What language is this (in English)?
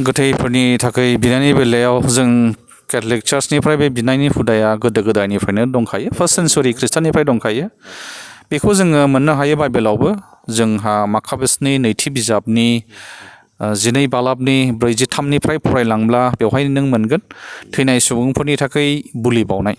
Bodo